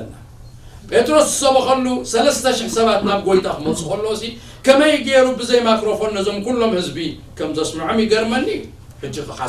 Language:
Tigrinya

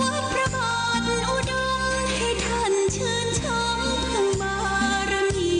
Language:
Pali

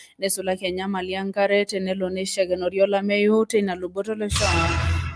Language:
Masai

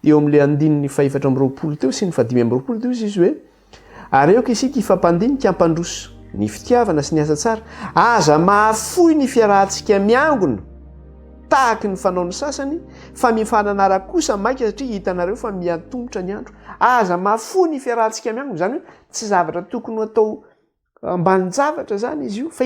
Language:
Malagasy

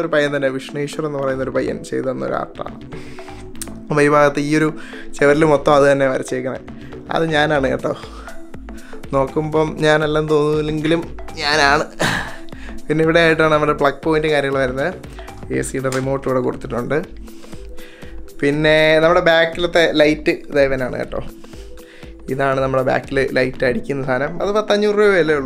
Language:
Malayalam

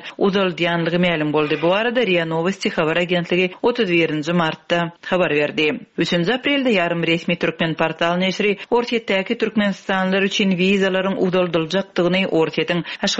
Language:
Turkmen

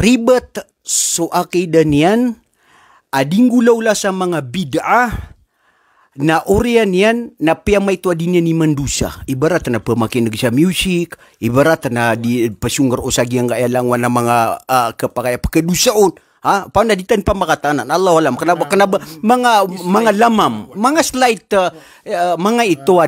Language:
Maranao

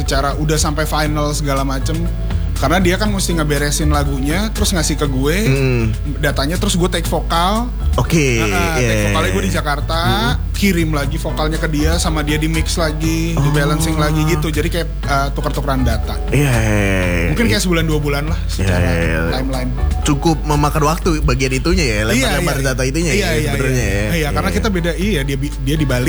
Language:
Indonesian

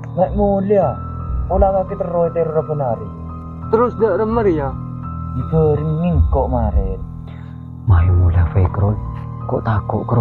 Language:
Madurese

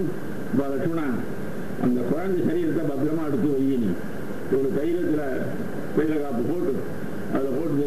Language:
Tamil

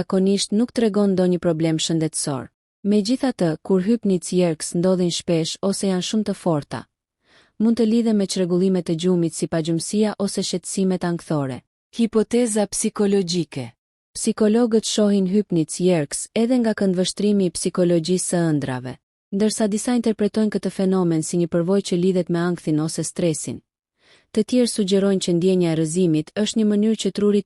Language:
Albanian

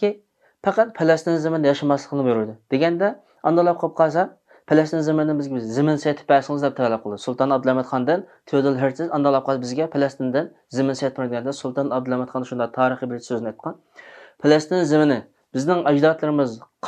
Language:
Uyghur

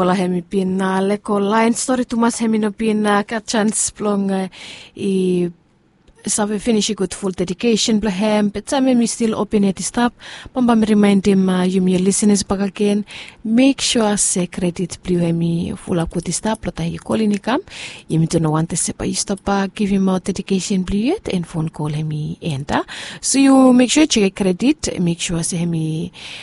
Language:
Bislama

